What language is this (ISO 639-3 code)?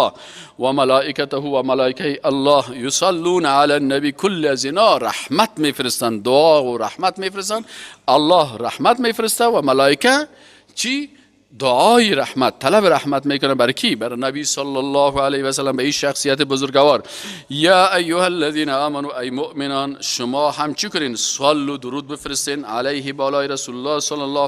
fas